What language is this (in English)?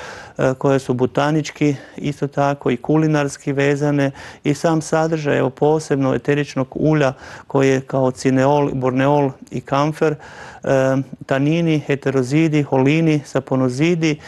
Croatian